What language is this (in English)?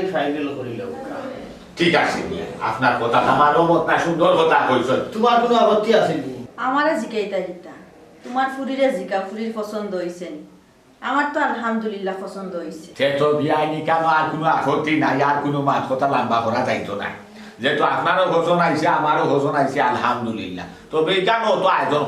Sylheti